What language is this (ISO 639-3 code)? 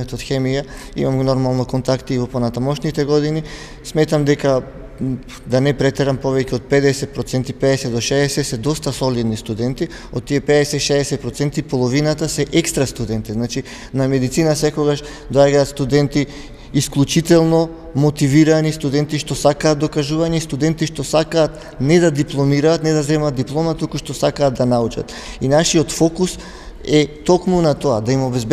mkd